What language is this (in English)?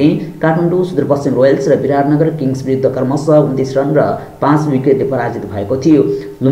Nepali